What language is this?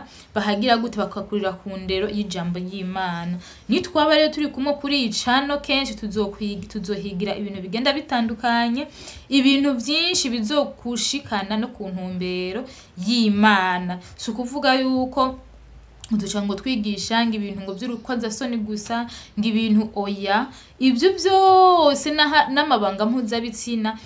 Rundi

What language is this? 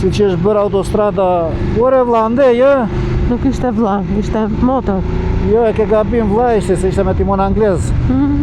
Albanian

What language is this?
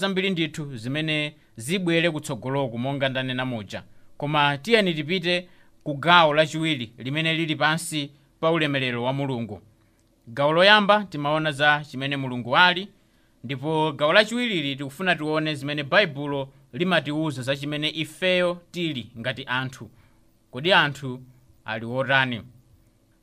Nyanja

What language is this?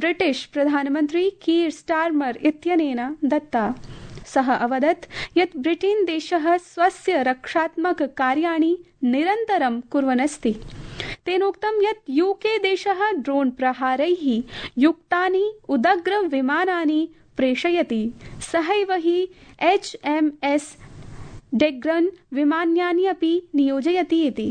Sanskrit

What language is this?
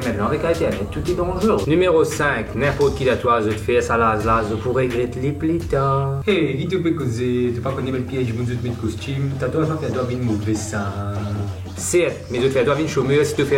Morisyen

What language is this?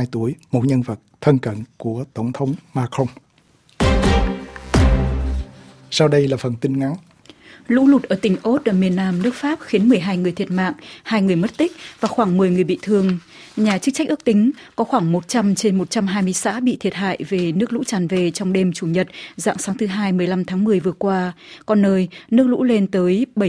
Vietnamese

